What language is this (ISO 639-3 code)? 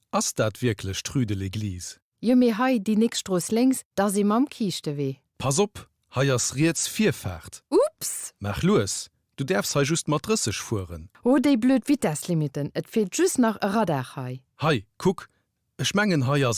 ltz